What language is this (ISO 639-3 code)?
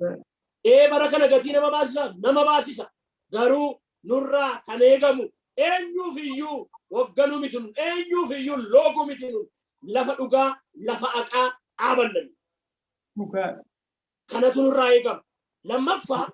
orm